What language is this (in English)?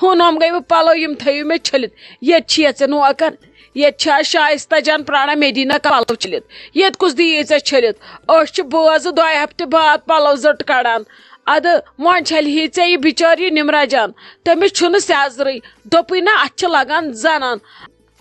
Kashmiri